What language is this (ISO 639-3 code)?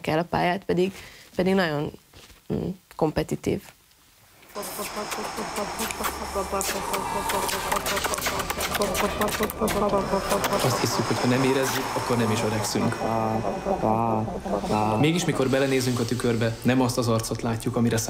hun